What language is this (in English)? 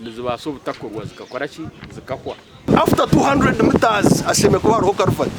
Nyankole